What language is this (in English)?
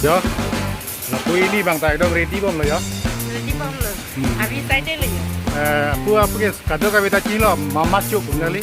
Karbi